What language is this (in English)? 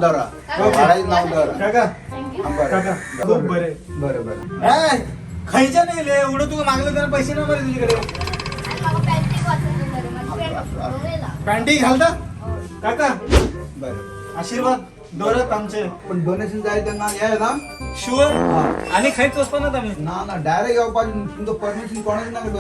Konkani